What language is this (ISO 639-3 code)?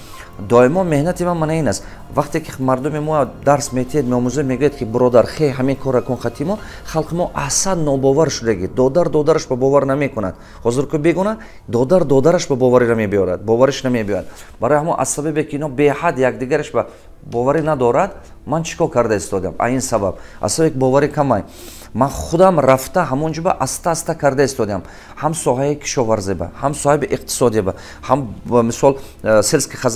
tgk